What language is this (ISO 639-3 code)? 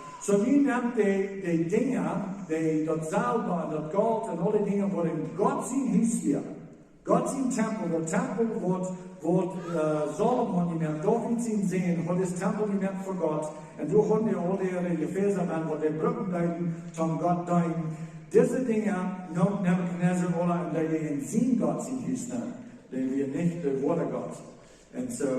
pdt